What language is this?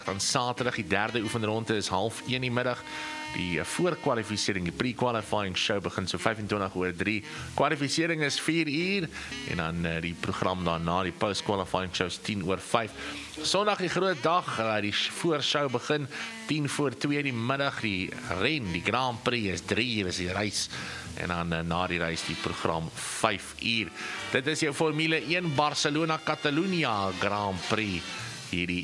Afrikaans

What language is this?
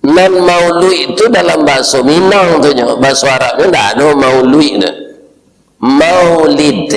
Minangkabau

